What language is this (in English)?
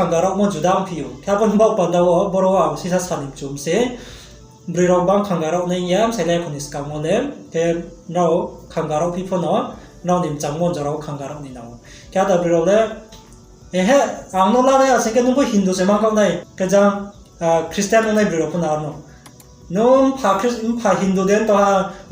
Riang (India)